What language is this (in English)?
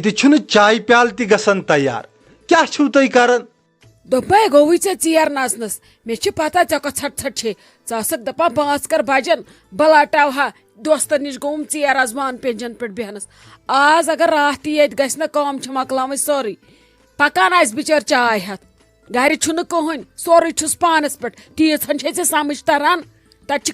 Kashmiri